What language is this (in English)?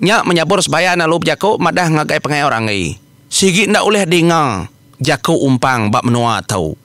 Iban